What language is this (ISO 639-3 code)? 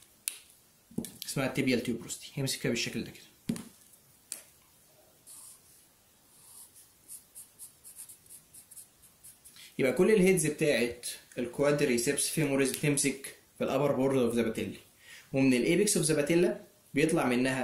arz